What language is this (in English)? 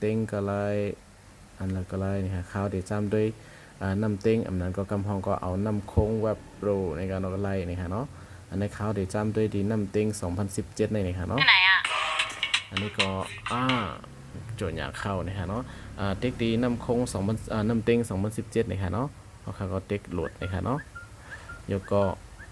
Shan